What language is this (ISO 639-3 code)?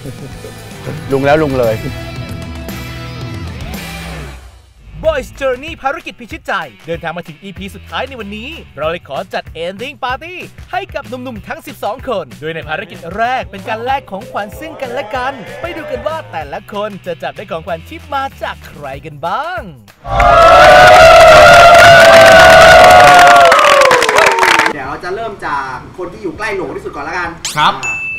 tha